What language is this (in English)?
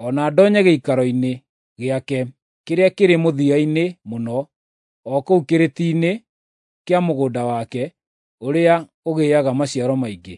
Kikuyu